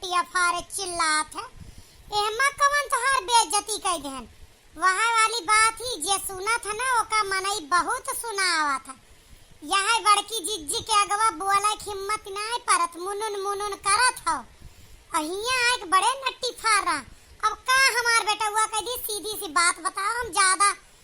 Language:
Awadhi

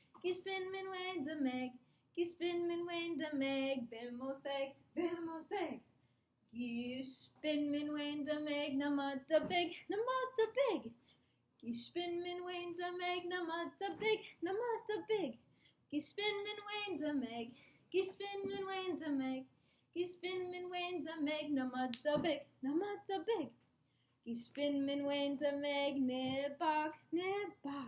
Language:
Chippewa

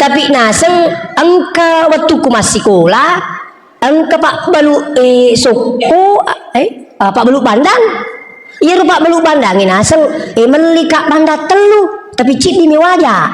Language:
Buginese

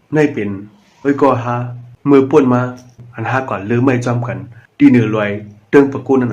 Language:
Shan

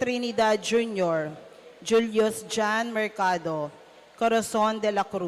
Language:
Pampanga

